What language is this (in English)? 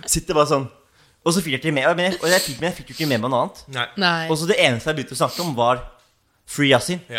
Norwegian